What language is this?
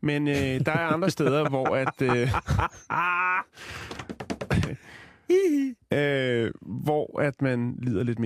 Danish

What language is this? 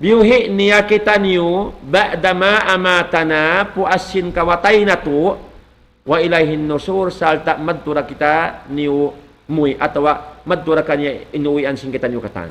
Tausug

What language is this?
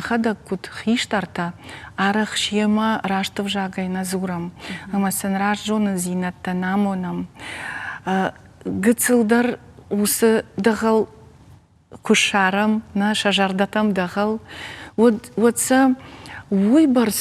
Ossetic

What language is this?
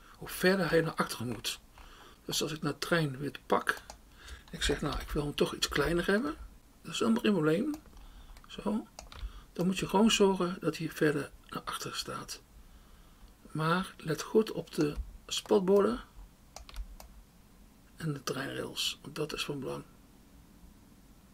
Dutch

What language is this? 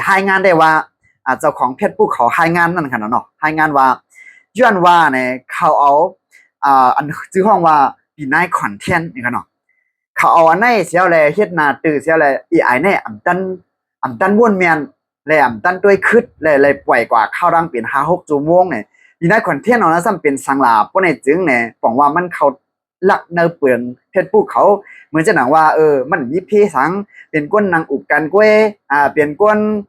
Shan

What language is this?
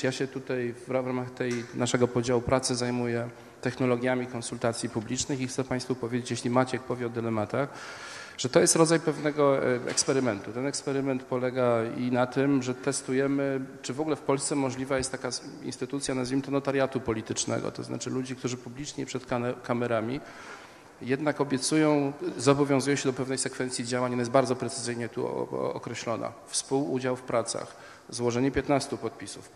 Polish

